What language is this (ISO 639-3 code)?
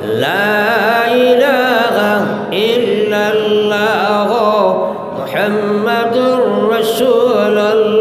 syl